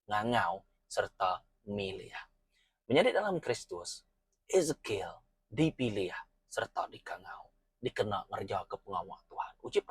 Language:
Iban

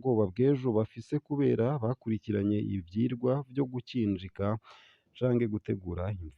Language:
Rundi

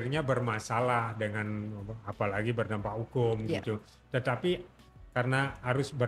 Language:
Indonesian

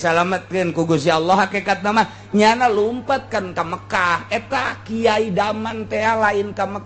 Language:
Sundanese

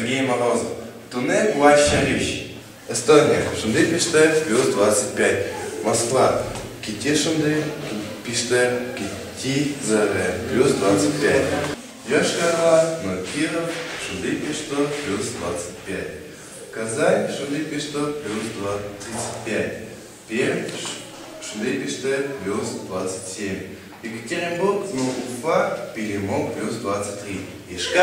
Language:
Udmurt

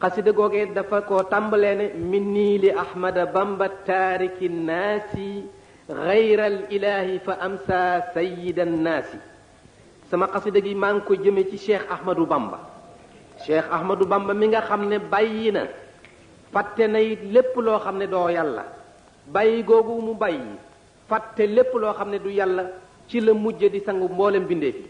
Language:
Wolof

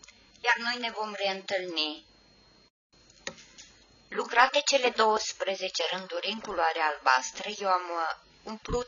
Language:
Romanian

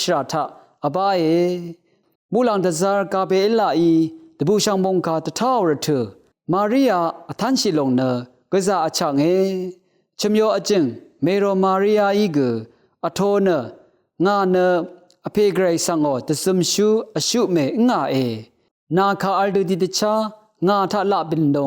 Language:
Rawang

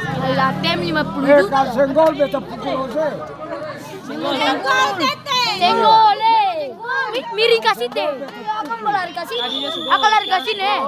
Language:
Ambonese Malay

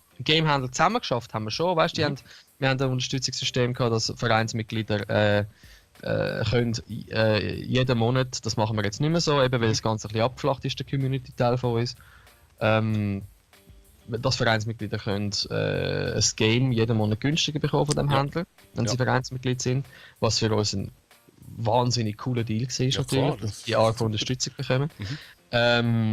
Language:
Swiss German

